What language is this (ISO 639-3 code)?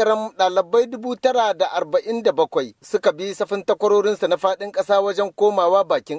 hau